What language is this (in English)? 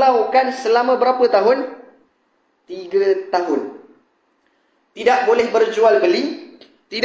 Malay